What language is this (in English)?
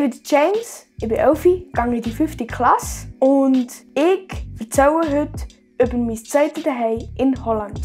Swiss German